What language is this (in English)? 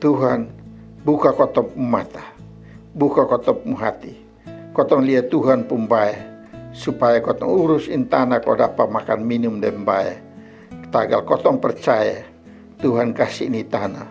Kupang Malay